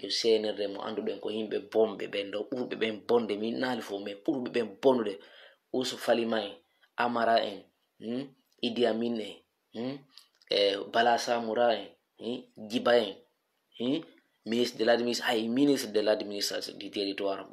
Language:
Fula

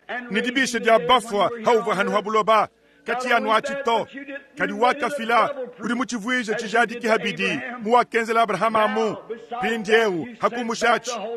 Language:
Luba-Lulua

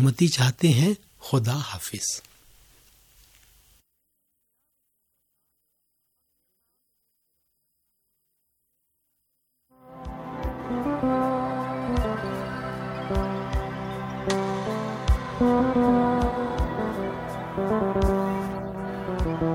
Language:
Hindi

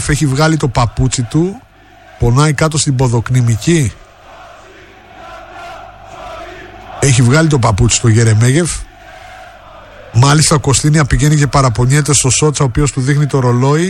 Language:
Greek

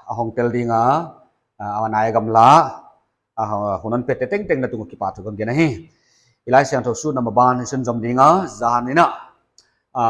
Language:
Paite Chin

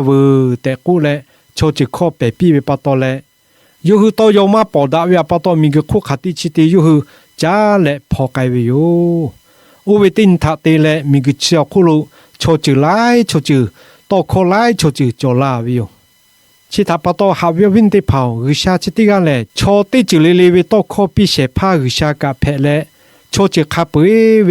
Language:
Lahu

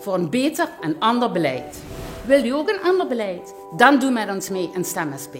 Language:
Limburgish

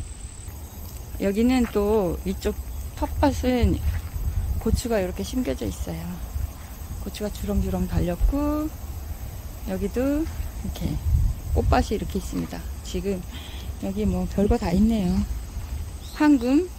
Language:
Korean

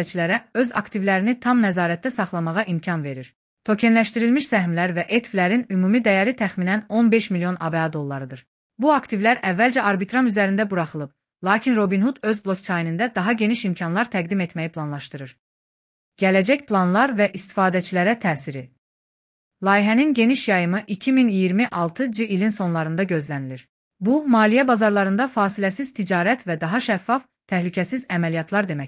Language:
Azerbaijani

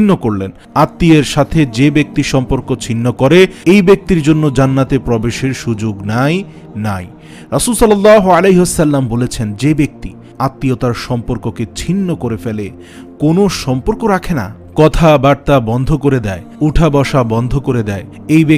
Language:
Bangla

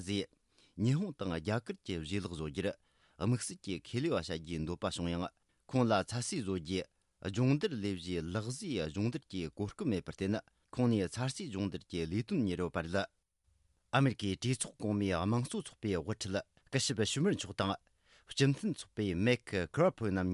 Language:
Tibetan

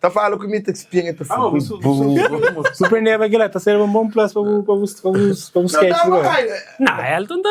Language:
Kabuverdianu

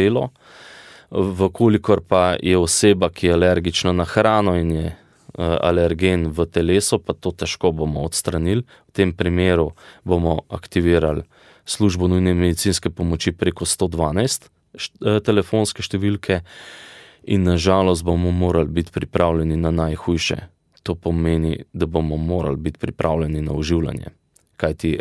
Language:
Slovenian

